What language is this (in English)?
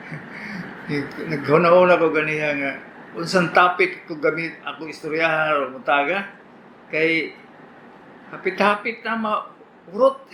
Cebuano